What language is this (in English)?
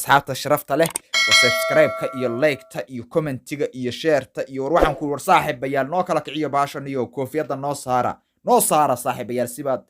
Somali